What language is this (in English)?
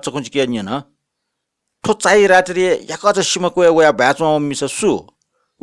Newari